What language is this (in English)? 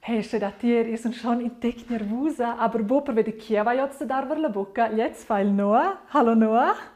Romansh